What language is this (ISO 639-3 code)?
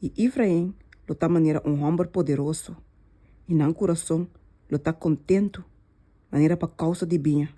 pap